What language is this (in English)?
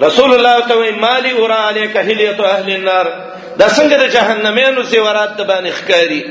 Pashto